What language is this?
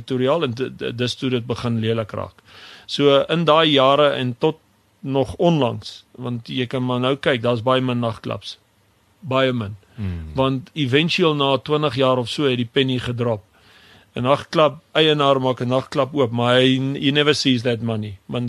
Afrikaans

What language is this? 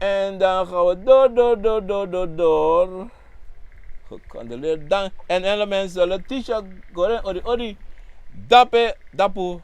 Sranan Tongo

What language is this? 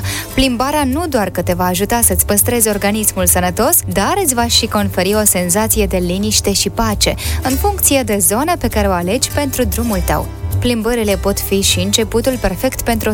Romanian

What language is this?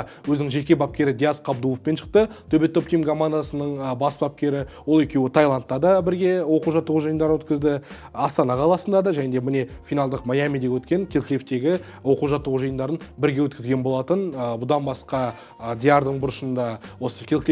Kazakh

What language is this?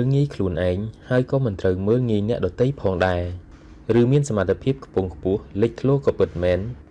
Khmer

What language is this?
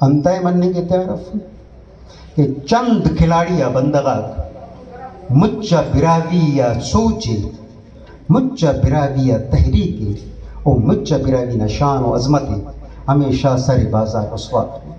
Brahui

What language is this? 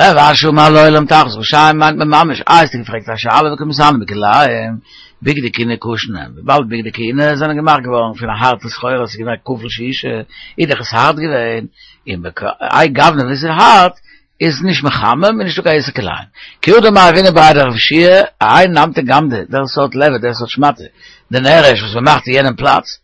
Yiddish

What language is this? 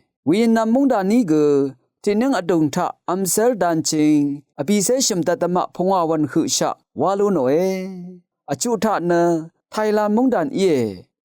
Rawang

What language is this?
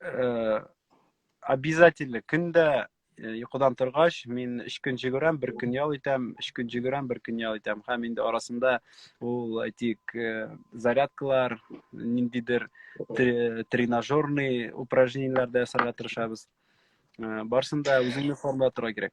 Tatar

